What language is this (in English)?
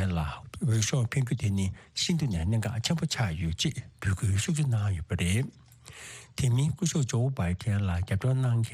Tibetan